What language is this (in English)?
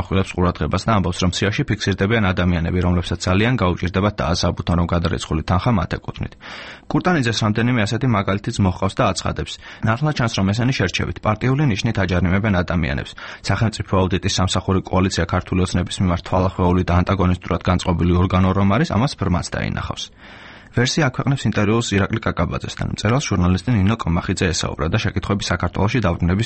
Georgian